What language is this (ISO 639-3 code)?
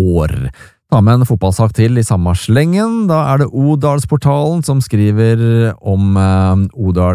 nor